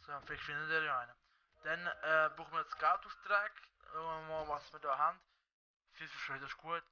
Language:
Swiss German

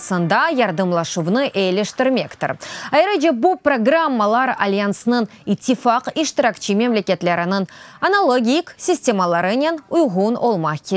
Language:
Crimean Tatar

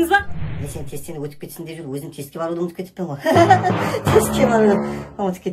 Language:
Kara-Kalpak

